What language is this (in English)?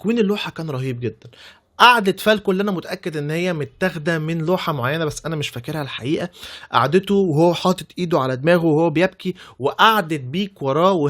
Egyptian Arabic